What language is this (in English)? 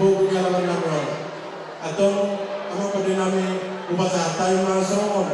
Batak Toba